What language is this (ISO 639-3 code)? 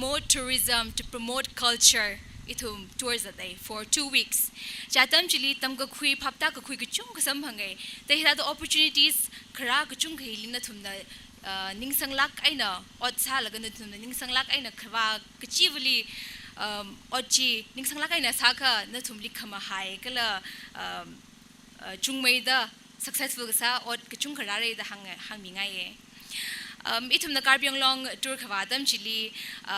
nmf